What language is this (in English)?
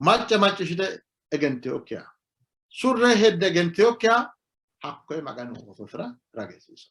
Sidamo